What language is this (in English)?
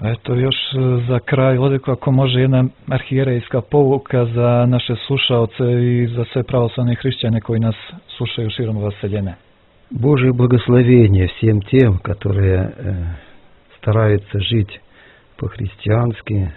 Serbian